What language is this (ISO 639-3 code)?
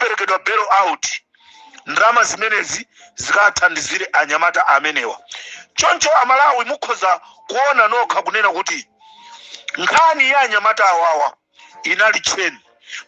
nya